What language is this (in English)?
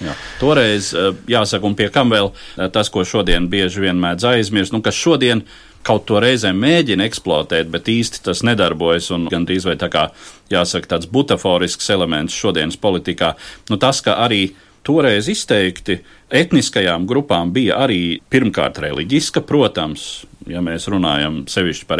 Latvian